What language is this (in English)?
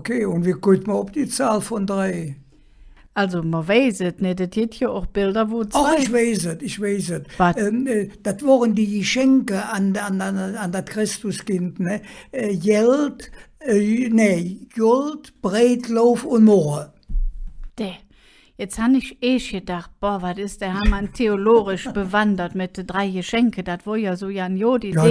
Colognian